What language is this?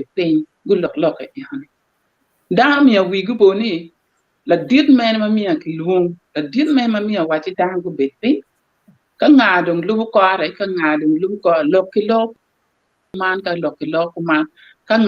Acoli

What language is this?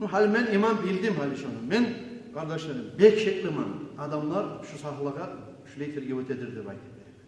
Kumyk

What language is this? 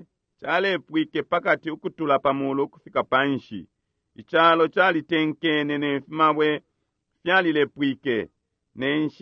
Bemba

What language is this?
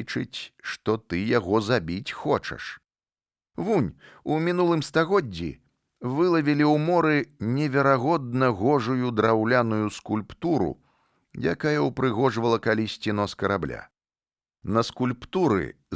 Belarusian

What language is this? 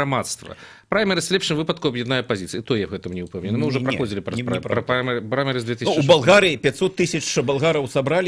Belarusian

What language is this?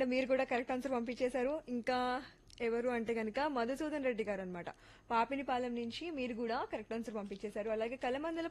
Telugu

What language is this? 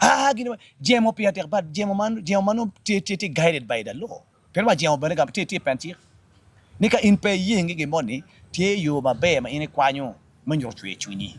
Acoli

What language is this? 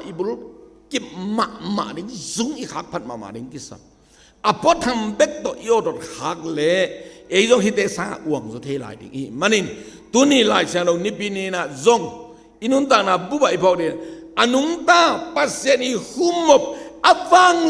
Tedim Chin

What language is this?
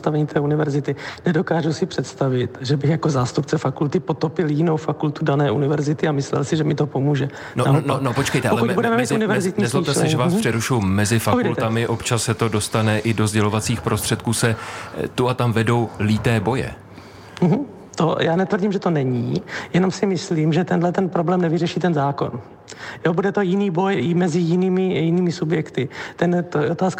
Czech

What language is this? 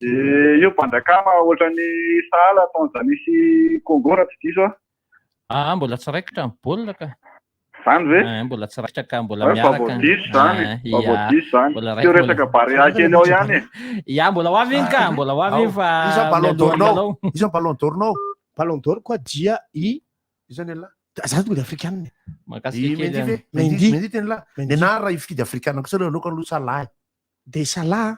Malagasy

